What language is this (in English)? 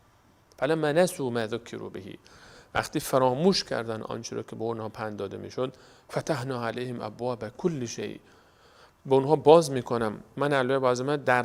Persian